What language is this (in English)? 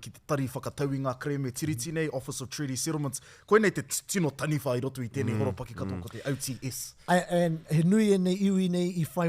Māori